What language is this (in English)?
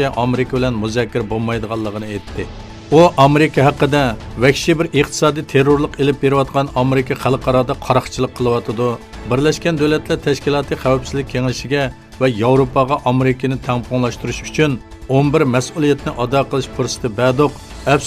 Uyghur